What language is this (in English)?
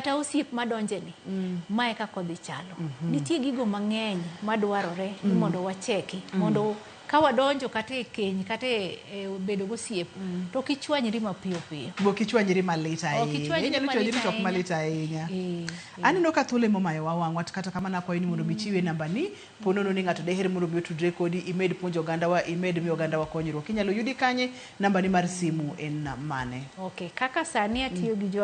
Luo (Kenya and Tanzania)